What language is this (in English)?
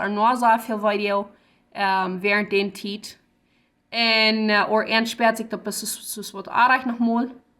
Plautdietsch